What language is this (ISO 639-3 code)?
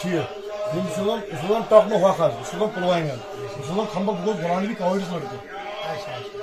kas